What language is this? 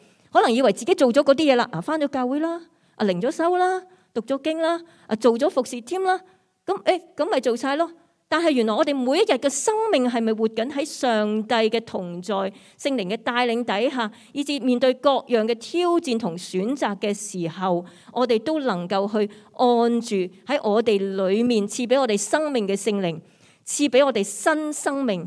Cantonese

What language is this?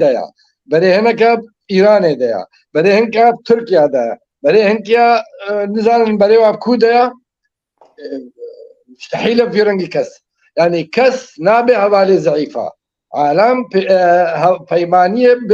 Kurdish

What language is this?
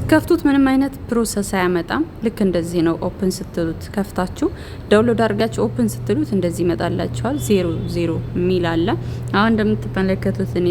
Amharic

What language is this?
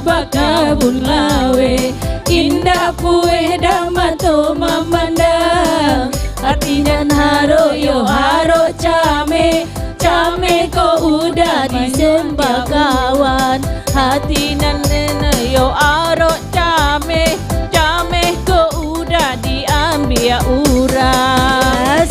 Minangkabau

